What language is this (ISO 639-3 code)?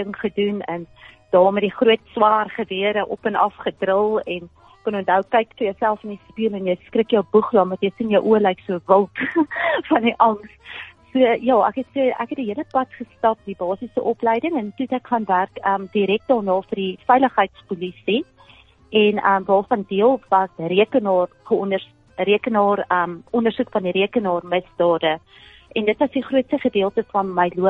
afr